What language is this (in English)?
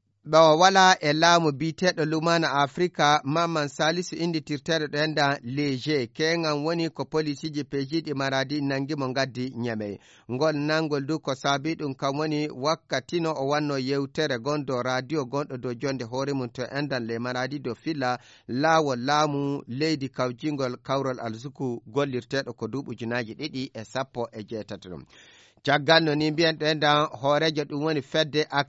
Fula